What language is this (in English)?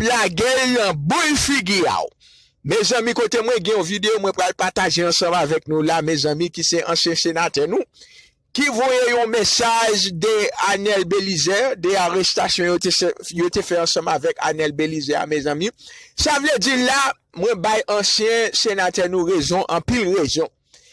Haitian Creole